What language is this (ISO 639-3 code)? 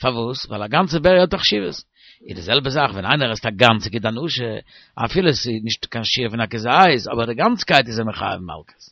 yid